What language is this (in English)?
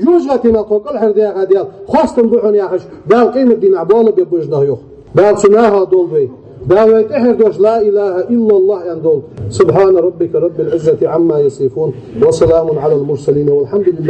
Ingush